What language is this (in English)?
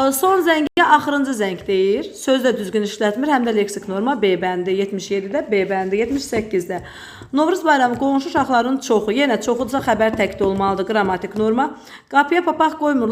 Azerbaijani